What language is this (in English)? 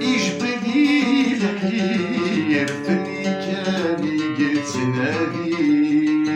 Kabyle